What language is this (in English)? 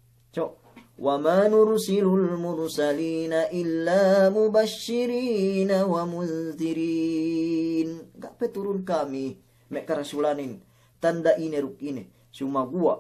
Yakan